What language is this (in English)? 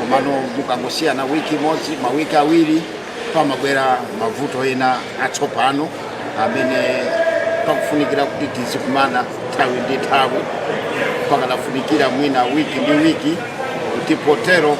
Nyanja